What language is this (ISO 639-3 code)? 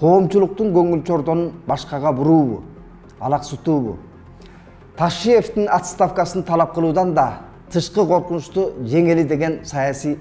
kir